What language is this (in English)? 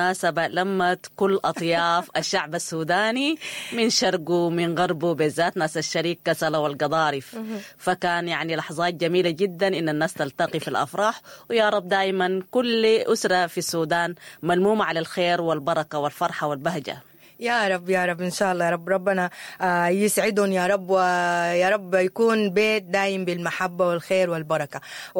Sudanese Arabic